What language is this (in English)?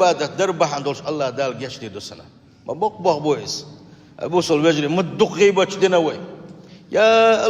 Chechen